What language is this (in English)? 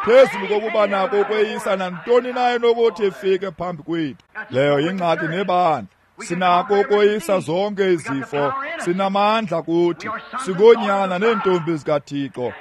Xhosa